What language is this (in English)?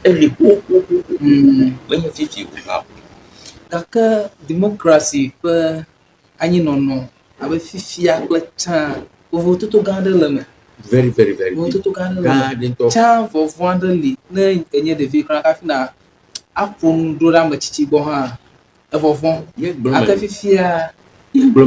Ewe